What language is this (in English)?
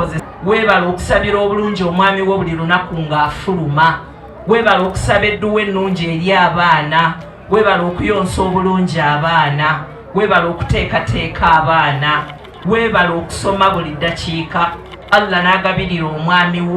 Ganda